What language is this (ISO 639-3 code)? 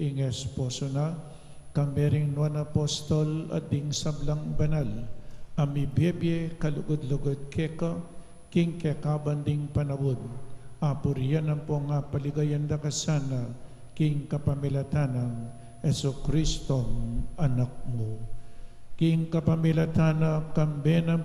pam